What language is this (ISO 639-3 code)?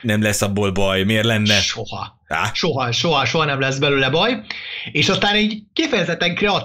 hun